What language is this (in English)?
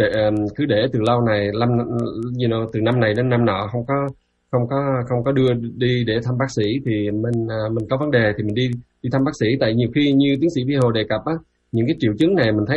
Vietnamese